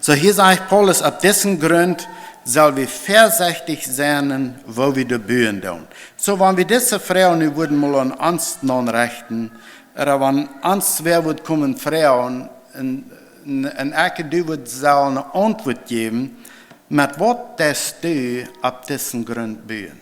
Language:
Plautdietsch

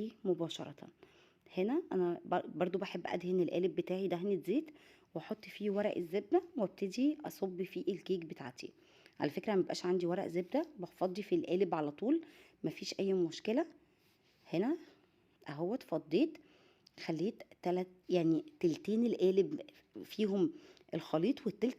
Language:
Egyptian Arabic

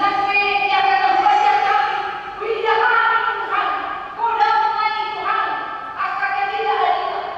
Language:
Batak Toba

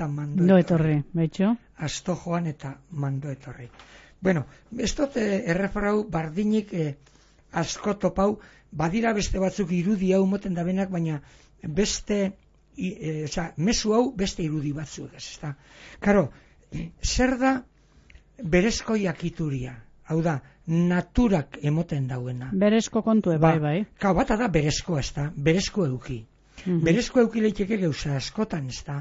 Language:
Basque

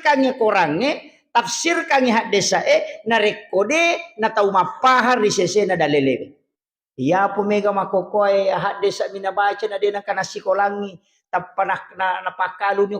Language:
Buginese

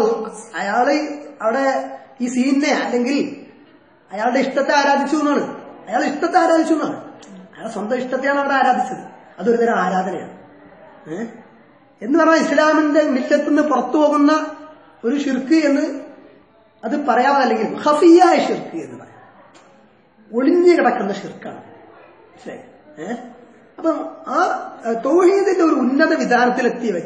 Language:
Malayalam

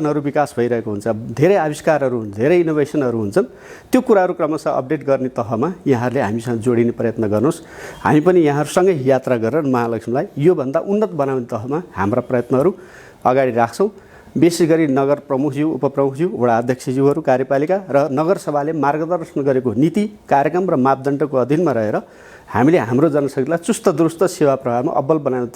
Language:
Nepali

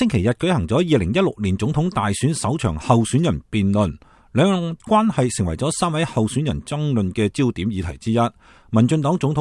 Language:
Cantonese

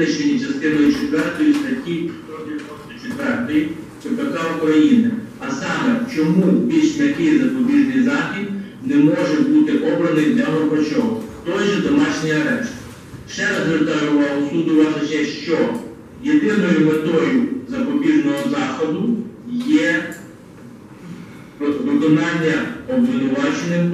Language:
Ukrainian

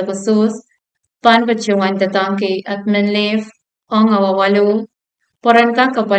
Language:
Pohnpeian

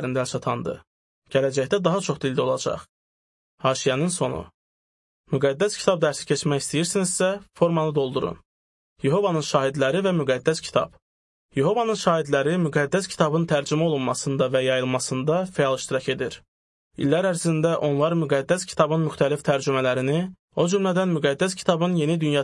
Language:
Azerbaijani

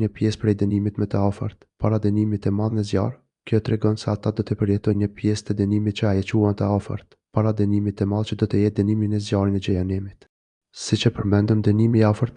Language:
Albanian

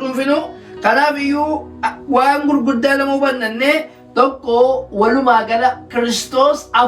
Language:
Oromo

